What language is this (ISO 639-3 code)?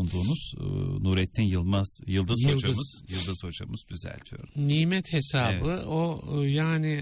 tur